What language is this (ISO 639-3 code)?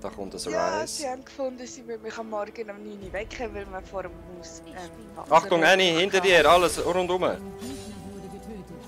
gsw